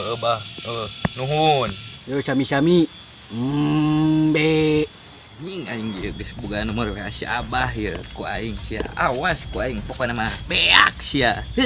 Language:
Sundanese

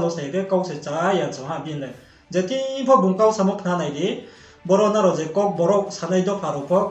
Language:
Riang (India)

